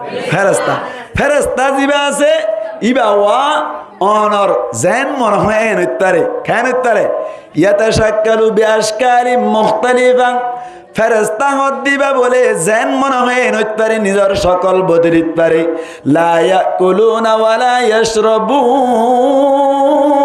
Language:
Rohingya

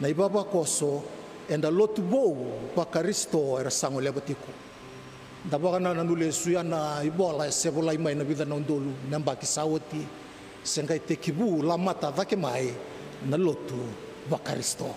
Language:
Fijian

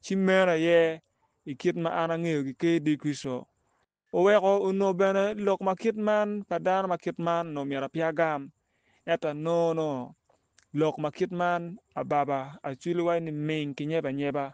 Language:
Acoli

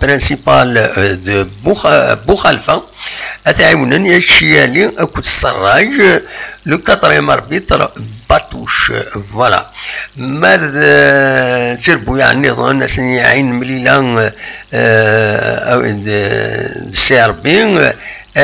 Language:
Kabyle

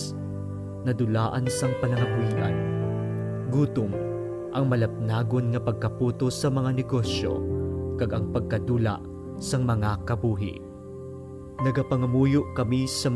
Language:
Hiligaynon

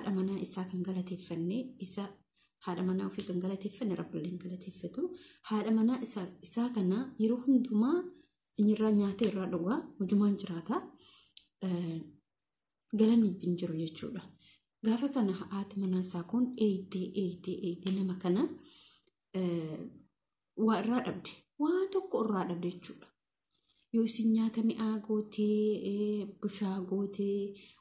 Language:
Oromo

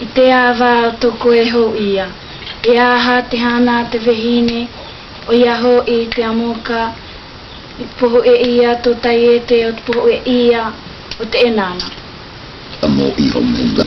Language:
South Marquesan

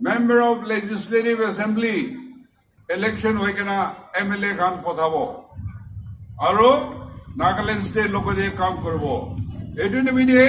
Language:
Naga Pidgin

